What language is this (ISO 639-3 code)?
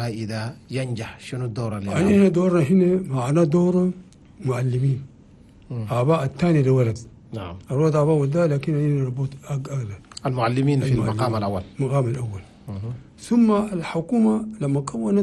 shu